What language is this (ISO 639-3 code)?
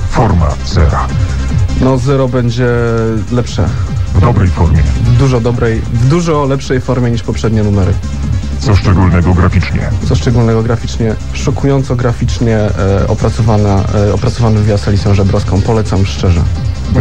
pol